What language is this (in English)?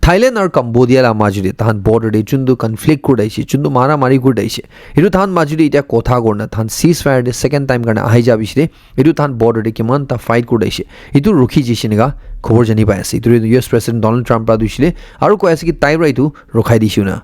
Naga Pidgin